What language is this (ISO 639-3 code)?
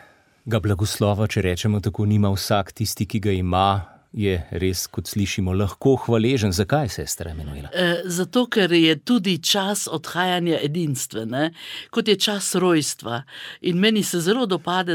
slv